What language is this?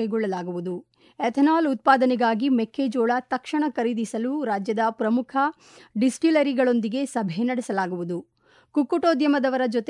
Kannada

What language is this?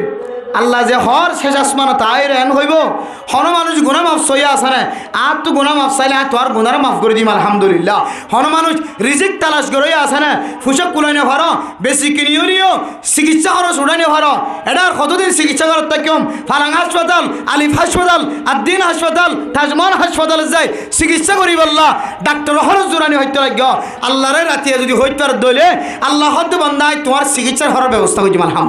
Rohingya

